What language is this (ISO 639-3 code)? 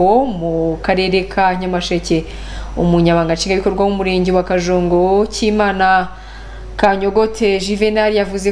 kin